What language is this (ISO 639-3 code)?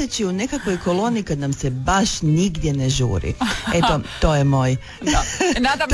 hrv